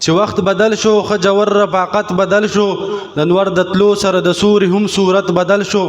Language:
Pashto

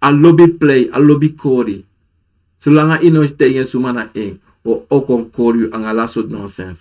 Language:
Sranan Tongo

